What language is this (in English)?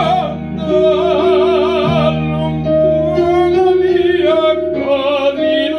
Italian